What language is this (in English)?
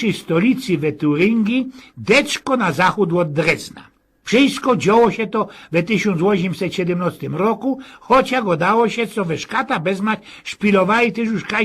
Silesian